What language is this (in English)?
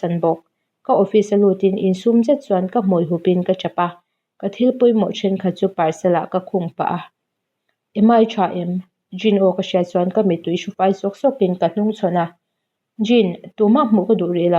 Mizo